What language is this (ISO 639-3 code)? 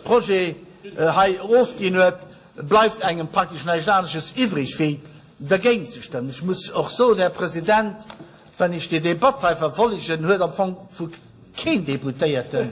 ltz